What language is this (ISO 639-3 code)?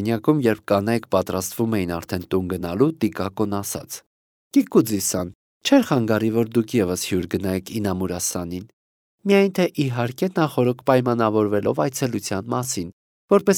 hye